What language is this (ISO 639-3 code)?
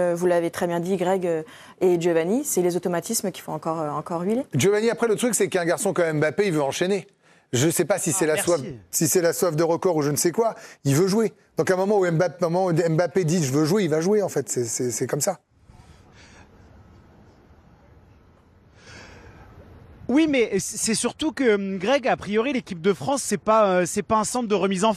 fra